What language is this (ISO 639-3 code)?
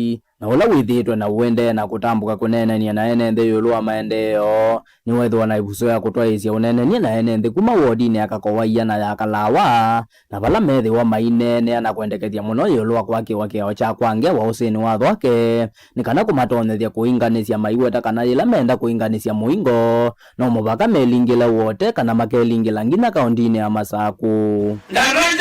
kam